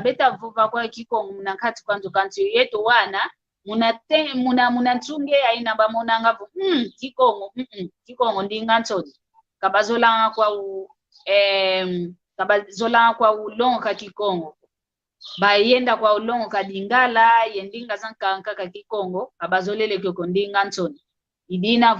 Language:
San Salvador Kongo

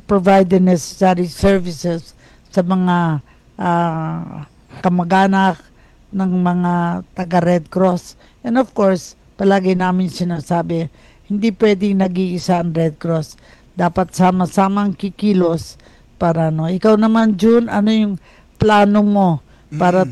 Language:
Filipino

